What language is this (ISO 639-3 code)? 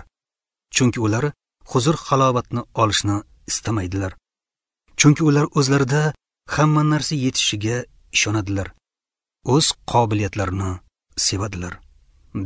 uzb